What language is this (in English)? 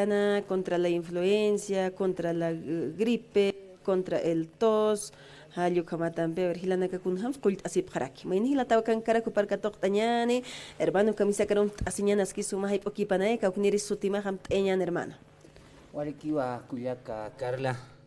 Aymara